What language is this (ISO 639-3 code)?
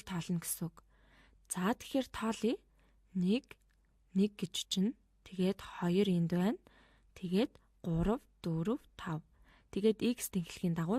mon